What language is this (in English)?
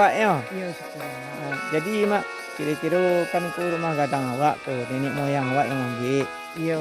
Minangkabau